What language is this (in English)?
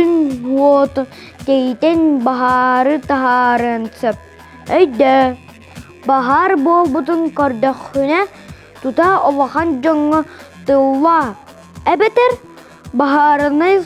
Yakut